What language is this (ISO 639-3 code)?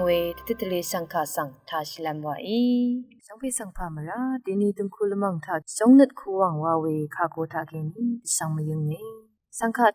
raw